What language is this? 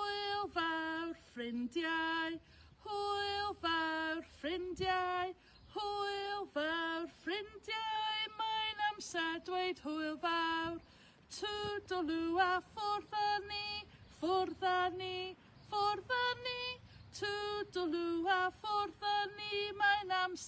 Welsh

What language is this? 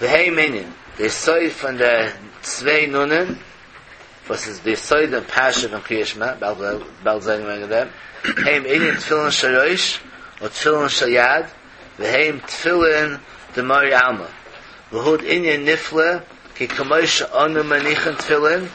Yiddish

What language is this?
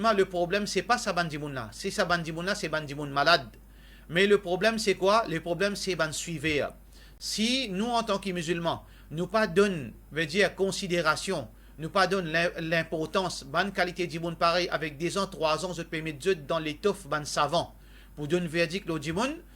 Morisyen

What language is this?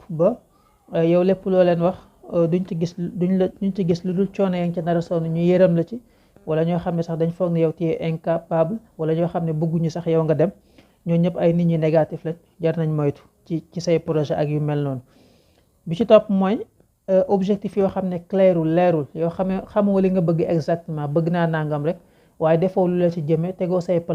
Wolof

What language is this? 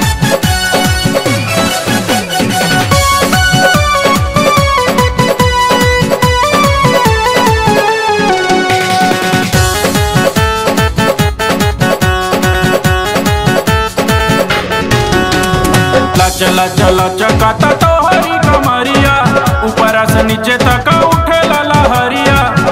Bhojpuri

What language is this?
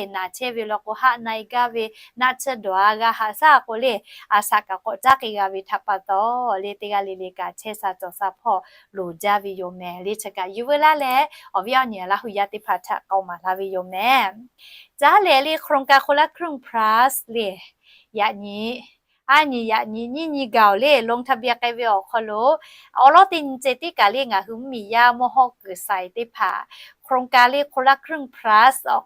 Lahu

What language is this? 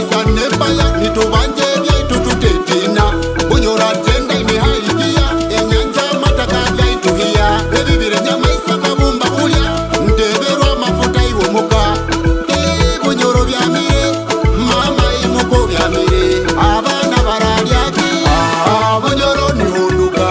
Nyoro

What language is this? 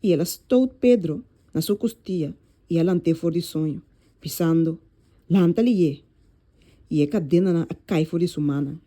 Papiamento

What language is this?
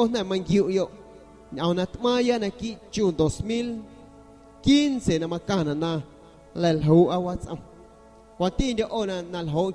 San Pedro Amuzgos Amuzgo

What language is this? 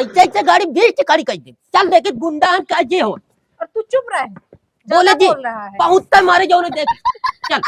Awadhi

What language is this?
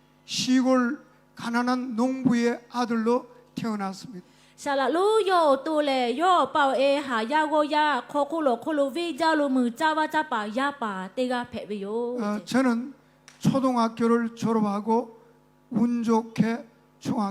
Lahu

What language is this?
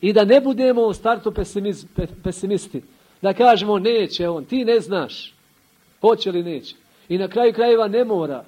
Bosnian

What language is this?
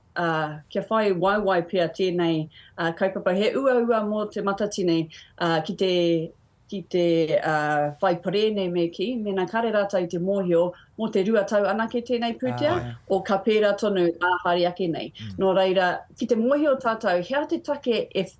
Māori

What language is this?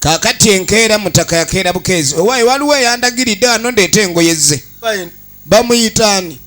Ganda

